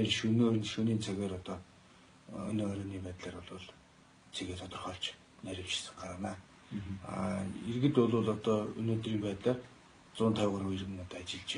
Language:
Mongolian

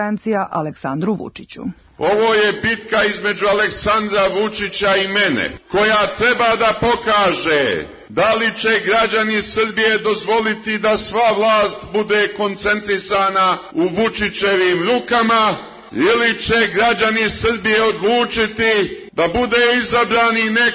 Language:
Serbian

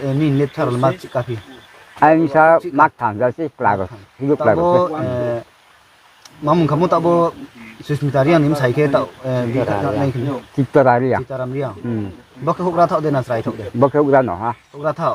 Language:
Riang (India)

